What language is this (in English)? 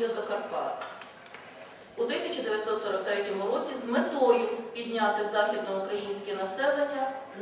Ukrainian